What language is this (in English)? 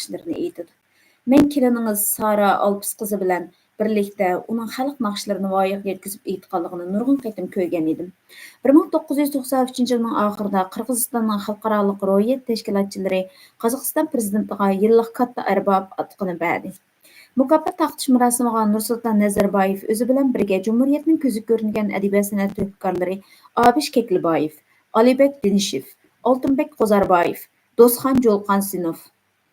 Uyghur